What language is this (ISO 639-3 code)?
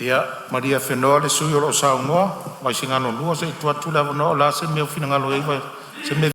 smo